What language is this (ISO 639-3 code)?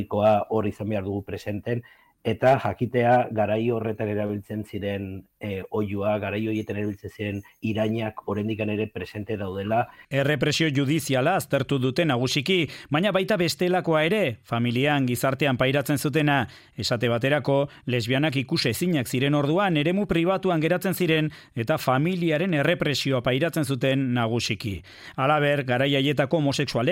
eus